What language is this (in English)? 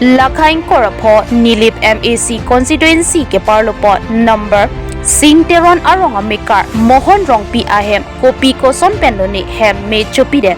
Karbi